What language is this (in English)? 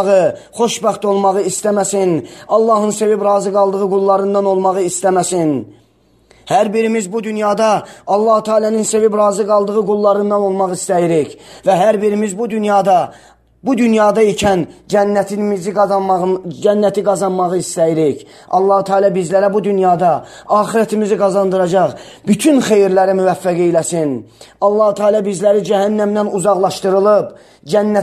Azerbaijani